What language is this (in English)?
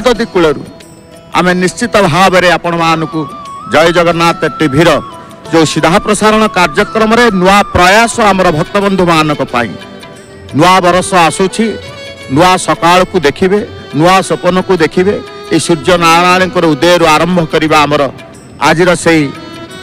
Odia